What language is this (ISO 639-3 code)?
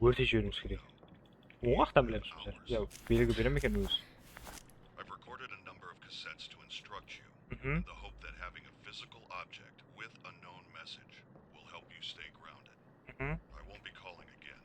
kaa